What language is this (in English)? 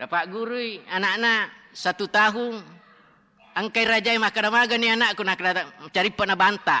Buginese